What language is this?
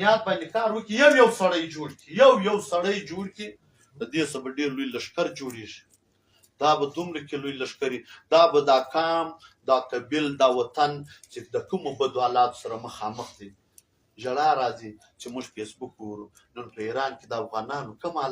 Pashto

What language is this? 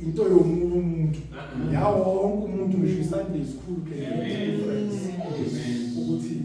Zulu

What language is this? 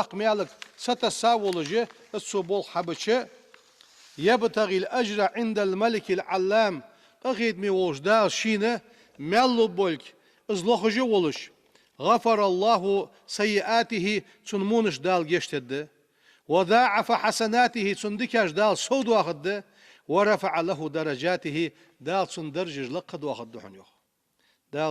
Ingush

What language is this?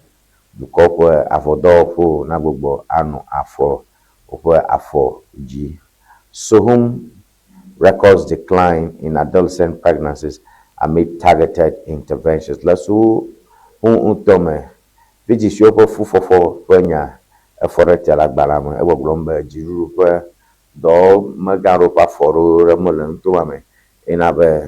Ewe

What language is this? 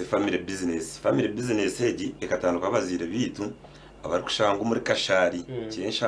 Nyankole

